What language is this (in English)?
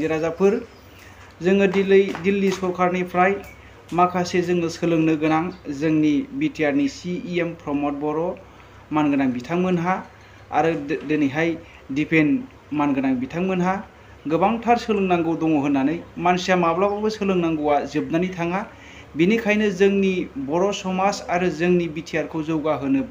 Bodo